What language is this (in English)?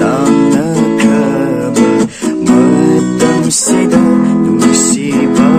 Manipuri